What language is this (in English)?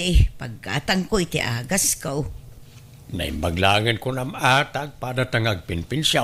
Iloko